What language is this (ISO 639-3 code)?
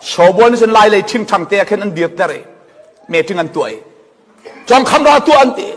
cfm